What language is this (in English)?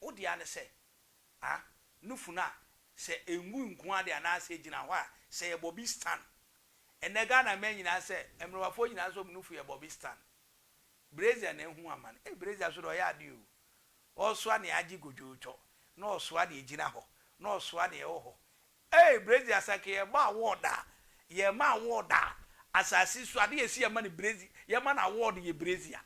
Akan